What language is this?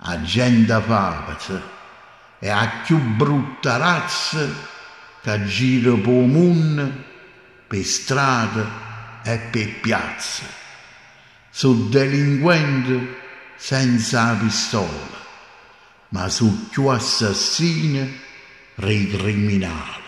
Neapolitan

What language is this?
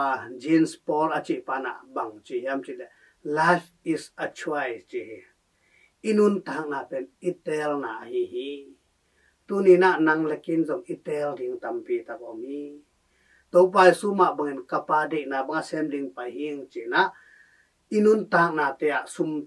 Tedim Chin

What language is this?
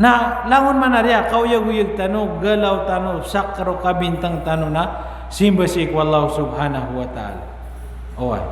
Maranao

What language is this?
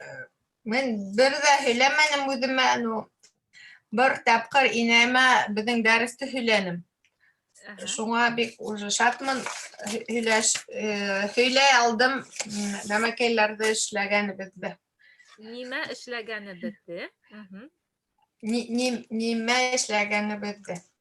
Bashkir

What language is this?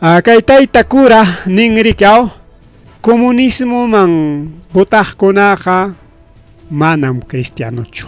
Ayacucho Quechua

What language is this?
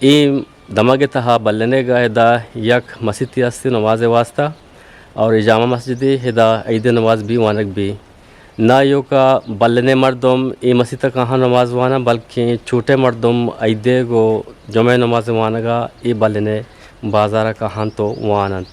Eastern Balochi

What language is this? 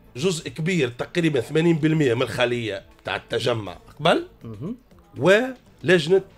Tunisian Arabic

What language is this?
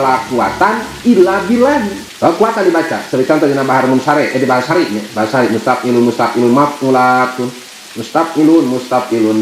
Sundanese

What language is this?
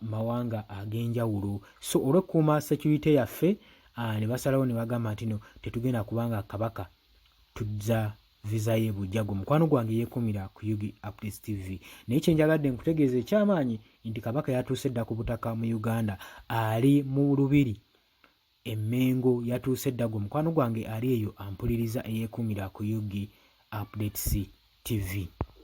Ganda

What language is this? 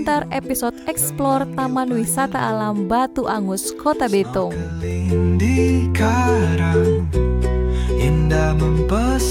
Manado Malay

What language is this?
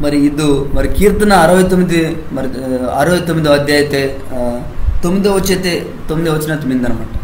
Koya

